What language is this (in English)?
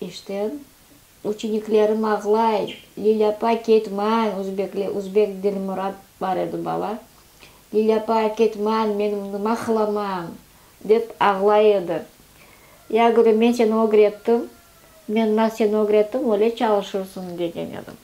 Crimean Tatar